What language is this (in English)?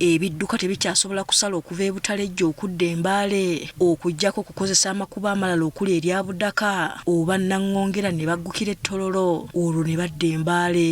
Ganda